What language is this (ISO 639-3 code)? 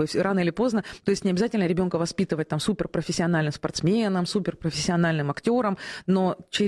rus